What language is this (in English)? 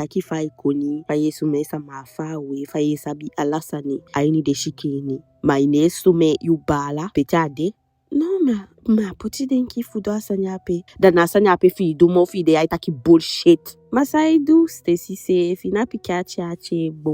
Eastern Maroon Creole